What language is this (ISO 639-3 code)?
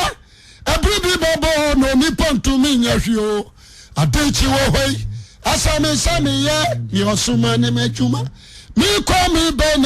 aka